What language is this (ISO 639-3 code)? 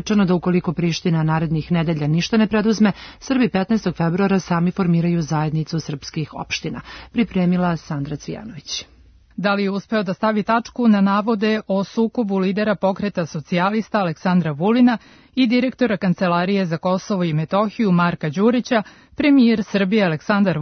srp